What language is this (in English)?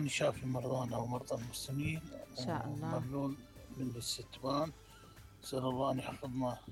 Mesopotamian Arabic